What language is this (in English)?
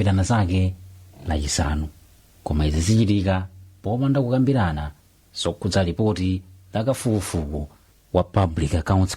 Nyanja